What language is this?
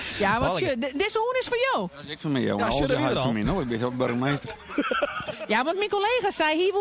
Western Frisian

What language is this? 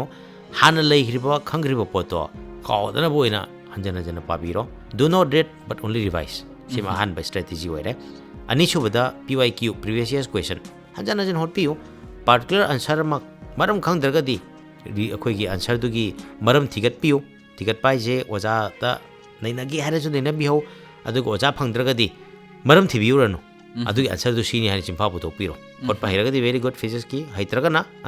Manipuri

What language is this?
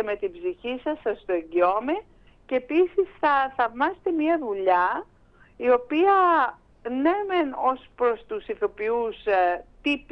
Greek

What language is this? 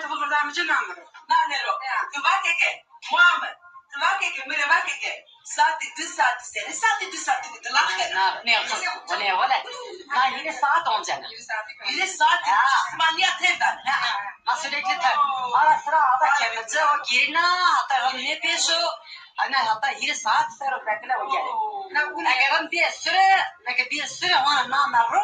Zaza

